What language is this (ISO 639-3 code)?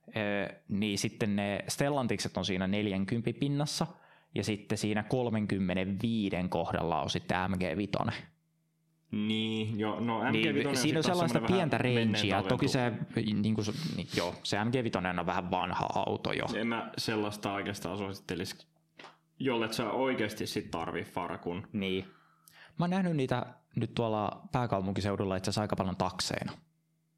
fin